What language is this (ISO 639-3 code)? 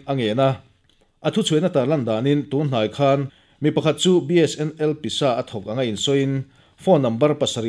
lus